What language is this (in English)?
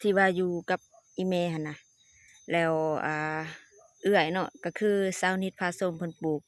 Lao